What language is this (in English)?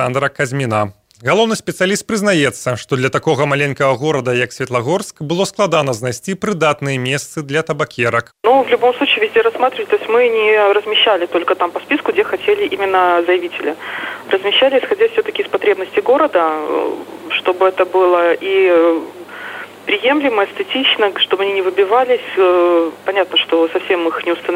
Belarusian